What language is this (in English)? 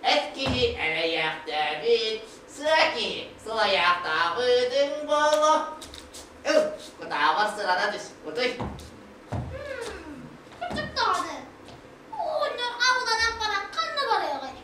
Yakut